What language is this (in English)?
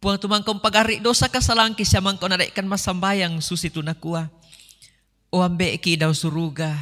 Toraja-Sa'dan